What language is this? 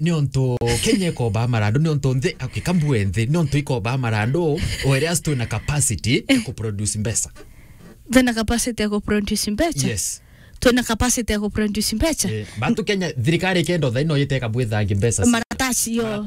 Meru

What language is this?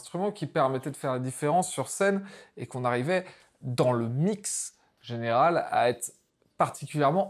French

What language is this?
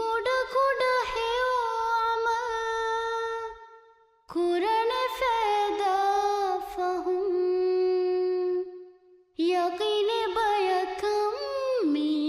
Divehi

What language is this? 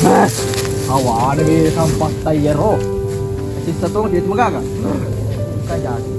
Buginese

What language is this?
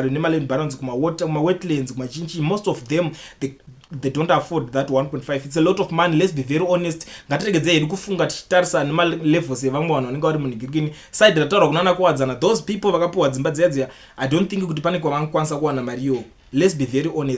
Shona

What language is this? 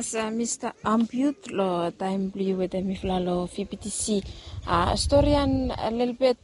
Bislama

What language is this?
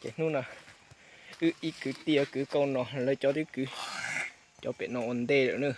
Hmong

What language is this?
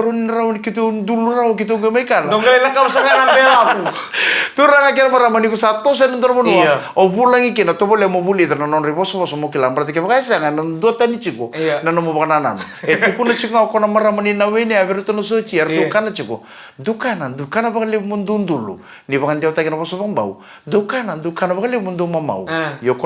Fijian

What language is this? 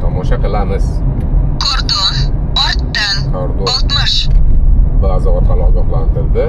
Uzbek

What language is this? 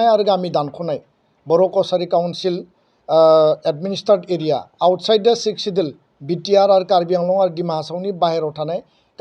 Bodo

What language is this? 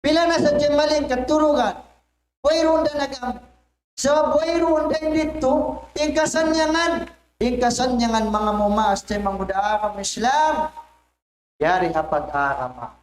Tausug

